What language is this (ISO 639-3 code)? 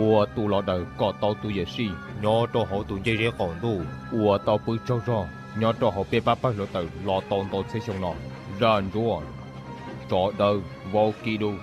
hmn